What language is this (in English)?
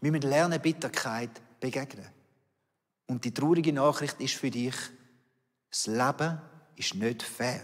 Swiss German